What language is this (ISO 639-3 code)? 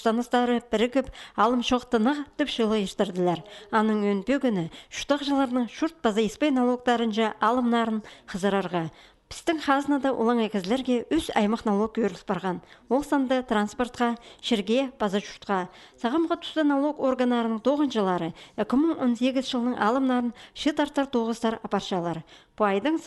kjh